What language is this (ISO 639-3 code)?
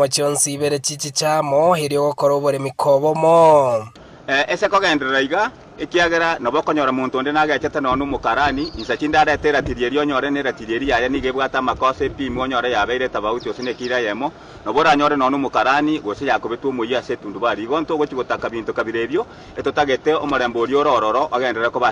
guz